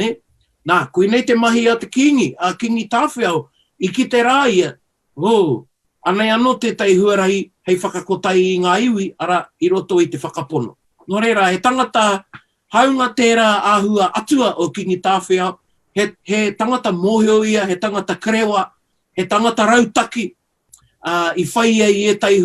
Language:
Māori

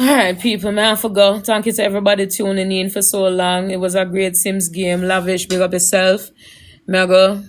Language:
Jamaican Creole English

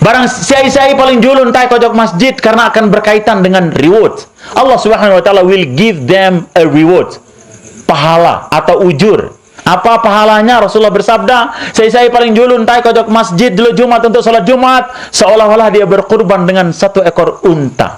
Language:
Sasak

